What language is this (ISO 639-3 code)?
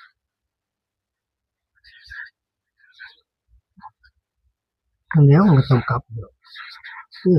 tts